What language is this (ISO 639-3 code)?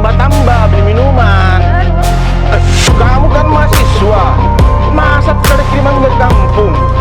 mfp